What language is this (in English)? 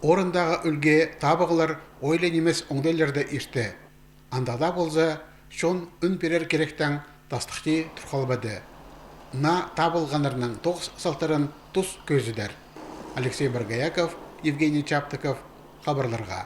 Khakas